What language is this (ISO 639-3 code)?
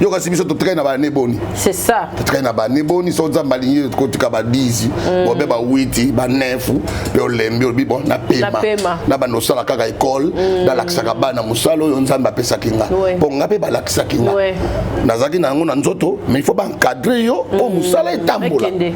lin